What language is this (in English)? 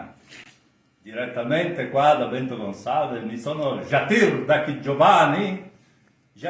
Venetian